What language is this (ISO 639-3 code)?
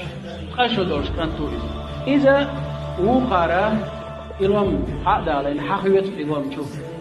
che